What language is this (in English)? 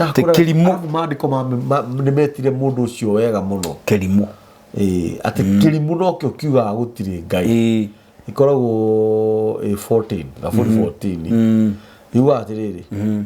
Kikuyu